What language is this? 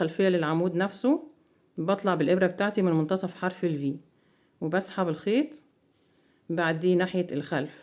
Egyptian Arabic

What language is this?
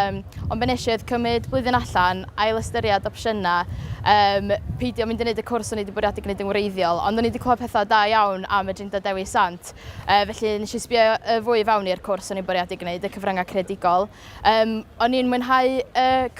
Welsh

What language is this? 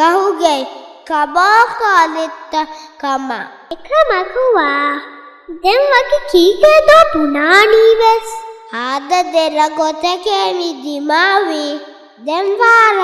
Divehi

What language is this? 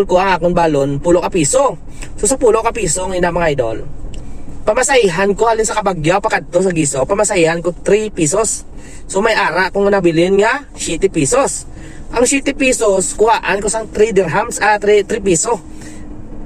Hiligaynon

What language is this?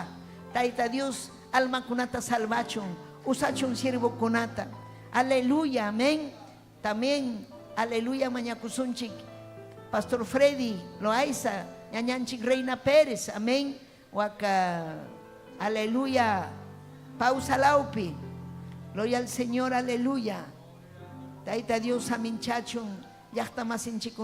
Ayacucho Quechua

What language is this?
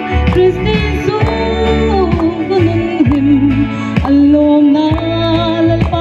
Hmar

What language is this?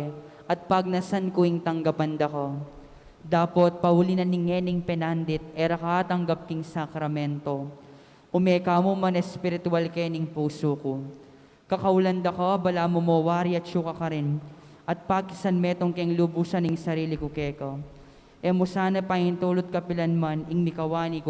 Pampanga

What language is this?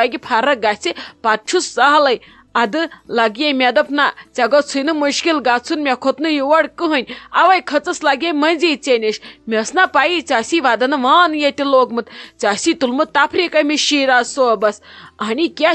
Kashmiri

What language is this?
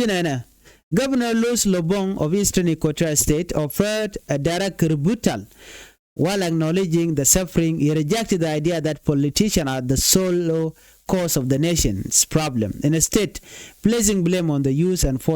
Nuer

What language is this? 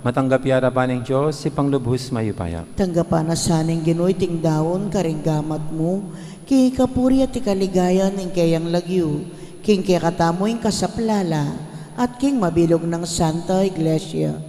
Pampanga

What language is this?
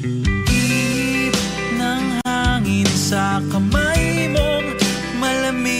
Filipino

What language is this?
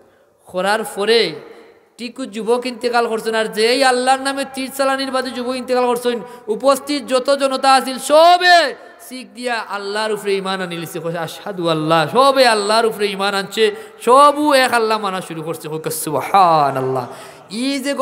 Sylheti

